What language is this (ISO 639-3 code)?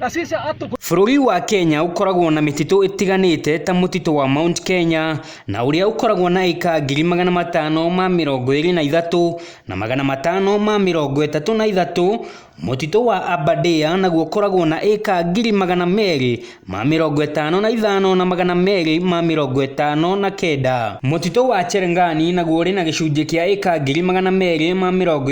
kik